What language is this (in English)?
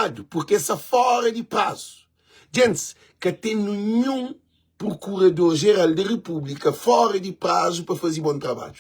Kabuverdianu